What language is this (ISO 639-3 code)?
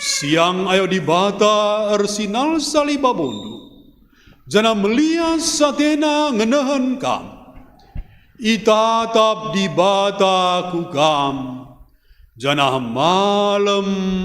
btx